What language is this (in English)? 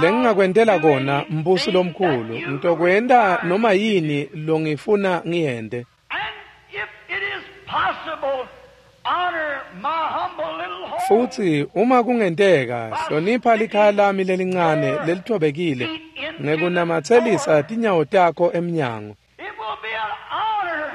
Swati